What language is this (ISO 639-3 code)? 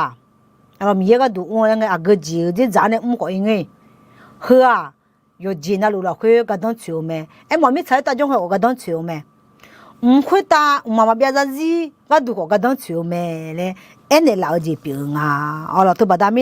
ahk